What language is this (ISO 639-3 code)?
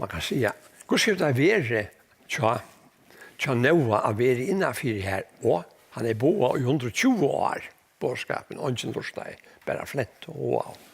fao